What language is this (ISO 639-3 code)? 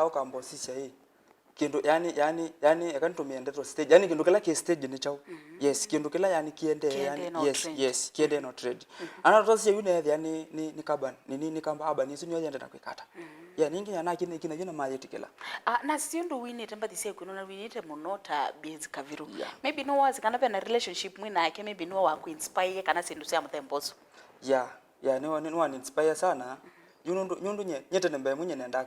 kam